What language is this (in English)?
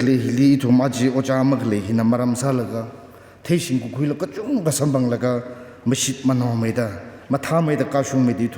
Tangkhul Naga (India)